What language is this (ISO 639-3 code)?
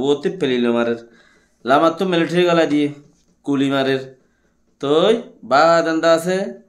rhg